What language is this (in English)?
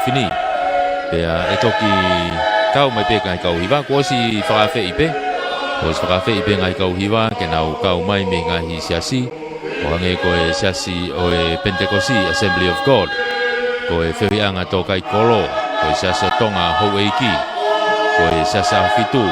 Tongan